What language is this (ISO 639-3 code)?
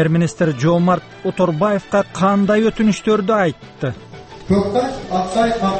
kir